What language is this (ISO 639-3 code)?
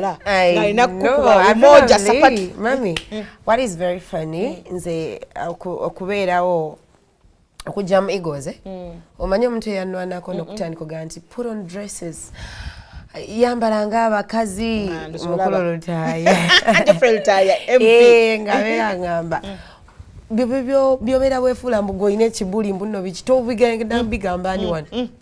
lug